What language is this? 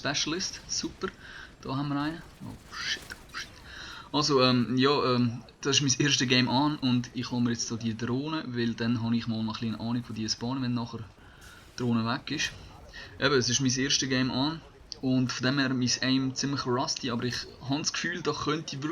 Swiss German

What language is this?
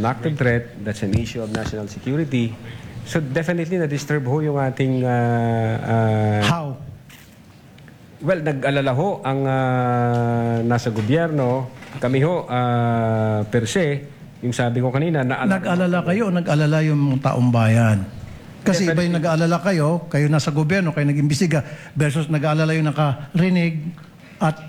Filipino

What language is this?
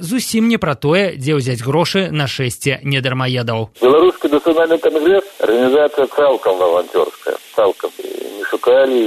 Belarusian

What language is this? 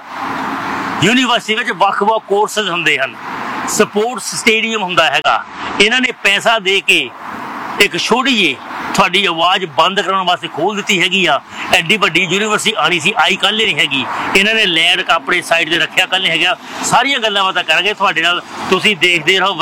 Punjabi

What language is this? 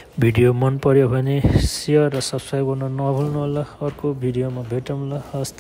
Nepali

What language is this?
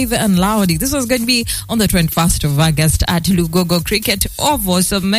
English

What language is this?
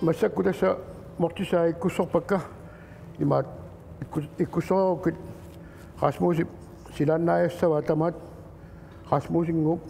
Kalaallisut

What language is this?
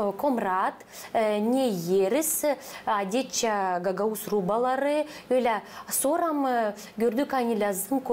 Gagauz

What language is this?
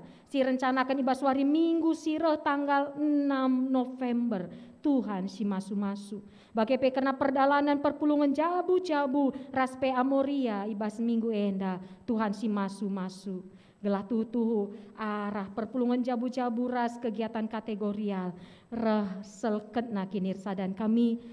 Batak Karo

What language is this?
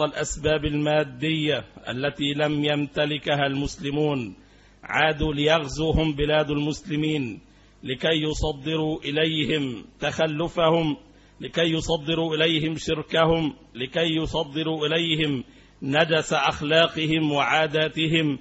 Arabic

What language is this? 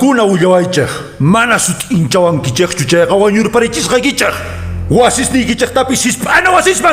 Quechua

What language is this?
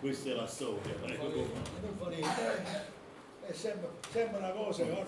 Neapolitan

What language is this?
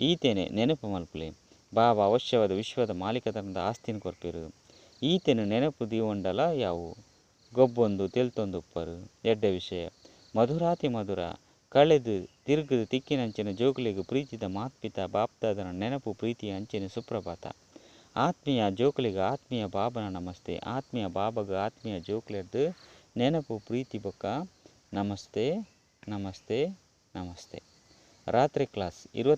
Tulu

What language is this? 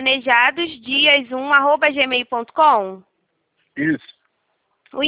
Portuguese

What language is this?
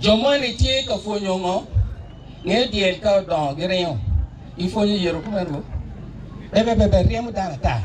Acoli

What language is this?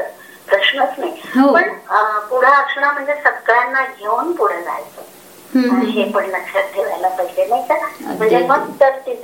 Marathi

